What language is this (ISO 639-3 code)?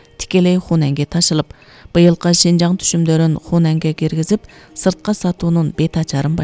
kir